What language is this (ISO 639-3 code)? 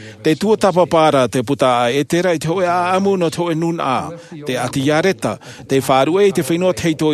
tah